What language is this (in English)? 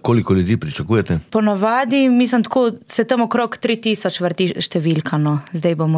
Slovenian